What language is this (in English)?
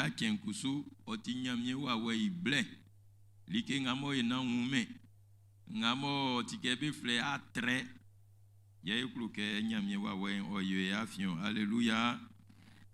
Baoulé